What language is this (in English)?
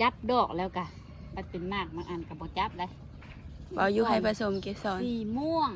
Northeastern Thai